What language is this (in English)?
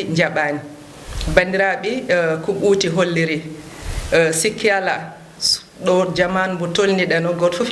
Fula